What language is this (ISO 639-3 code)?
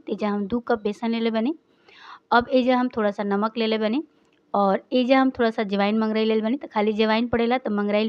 bho